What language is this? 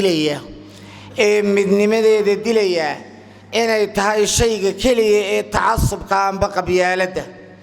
Somali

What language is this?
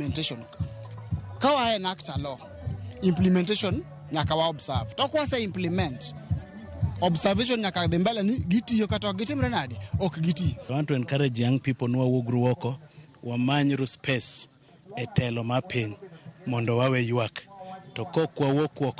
Luo (Kenya and Tanzania)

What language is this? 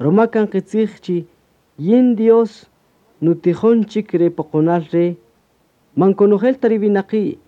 Kaqchikel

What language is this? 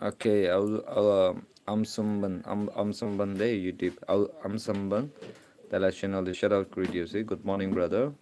Naga Pidgin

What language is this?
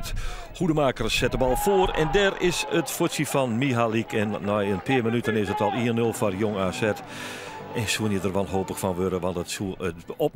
Western Frisian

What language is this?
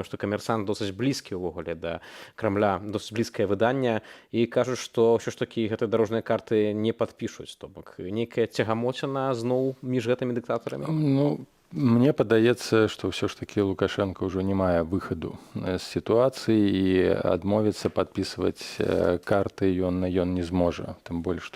Belarusian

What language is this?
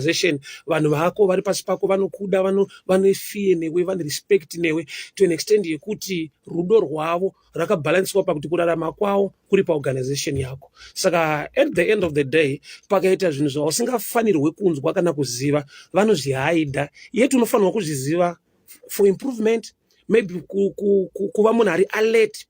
Shona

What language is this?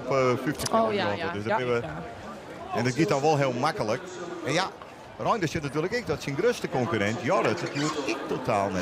Western Frisian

